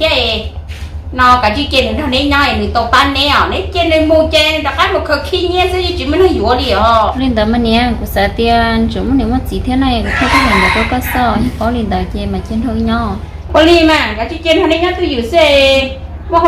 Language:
Hmong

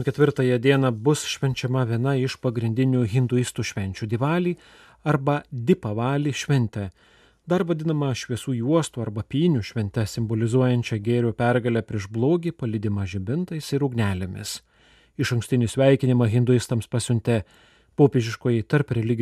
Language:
Lithuanian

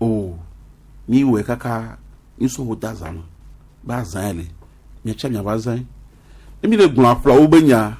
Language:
Gen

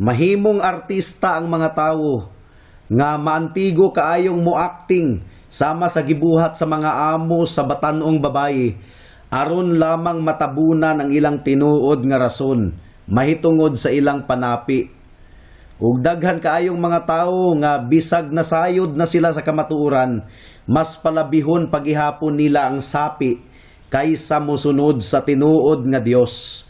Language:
Cebuano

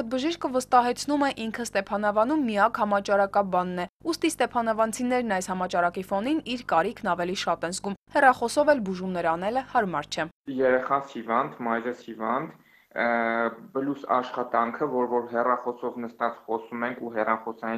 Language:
Armenian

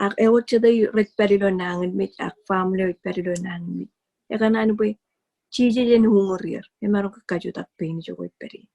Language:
Marshallese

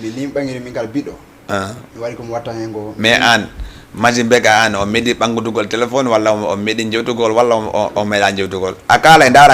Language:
Fula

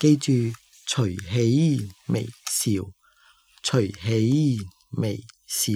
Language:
Cantonese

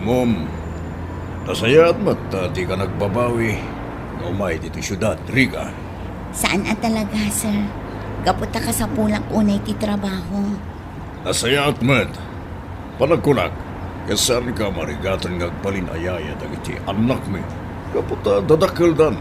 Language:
Iloko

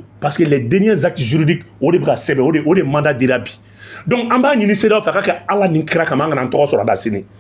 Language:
Bambara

